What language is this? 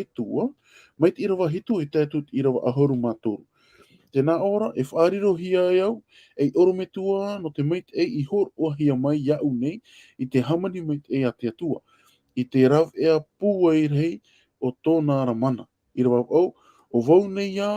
Tahitian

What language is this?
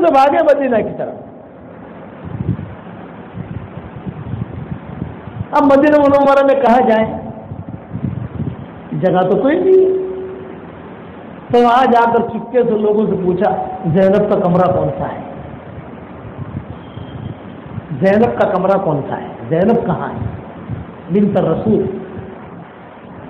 Urdu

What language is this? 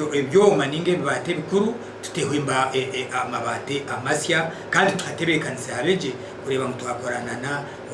Nyankole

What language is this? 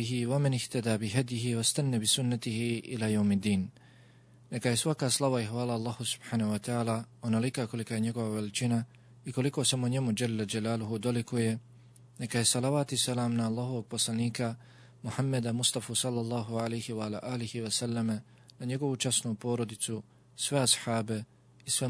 Bosnian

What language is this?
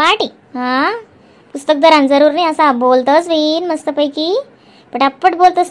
Khandesi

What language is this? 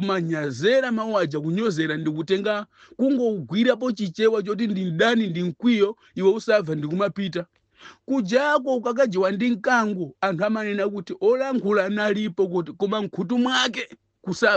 Nyanja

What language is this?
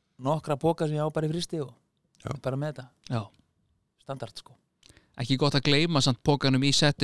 Icelandic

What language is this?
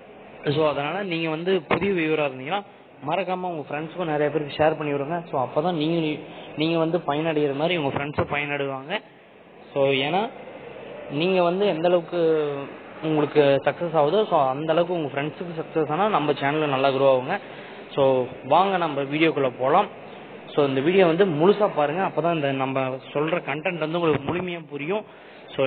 Tamil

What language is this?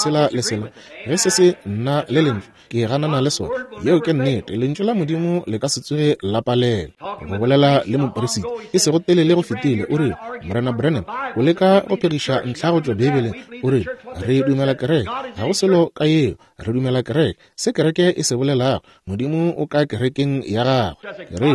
Northern Sotho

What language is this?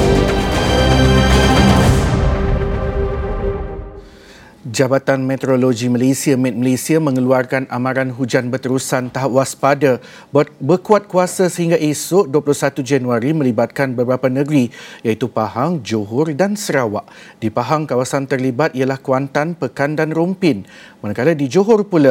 Malay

